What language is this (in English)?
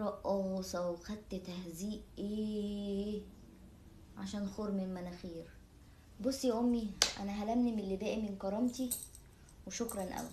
Egyptian Arabic